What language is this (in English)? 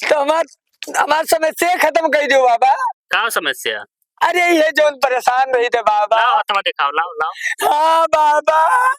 Awadhi